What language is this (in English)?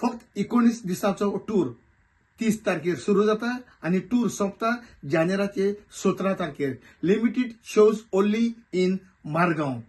Konkani